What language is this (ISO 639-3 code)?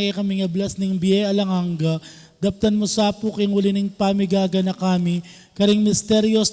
pam